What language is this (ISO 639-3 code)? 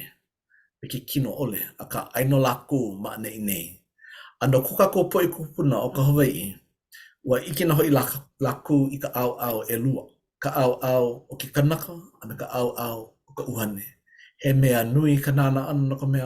haw